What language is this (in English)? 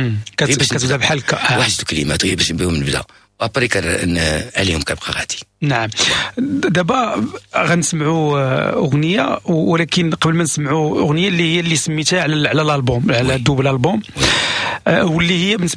Moroccan Arabic